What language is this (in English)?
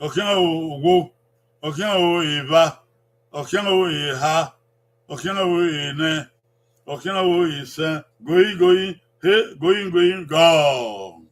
Bini